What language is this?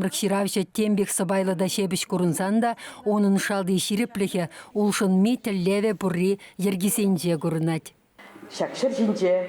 Chuvash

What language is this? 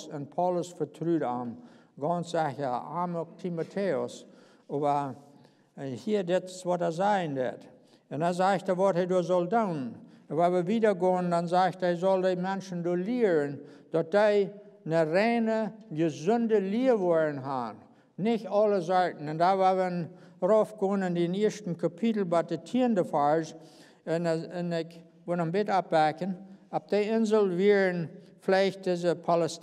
Plautdietsch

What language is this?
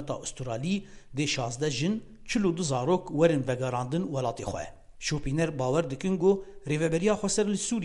Kurdish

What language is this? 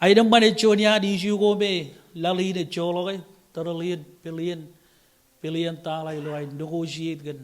Marshallese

